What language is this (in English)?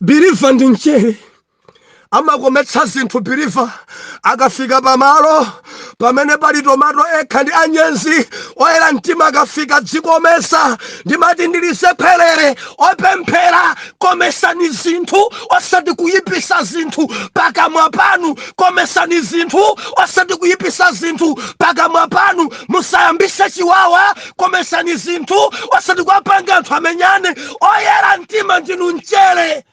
Nyanja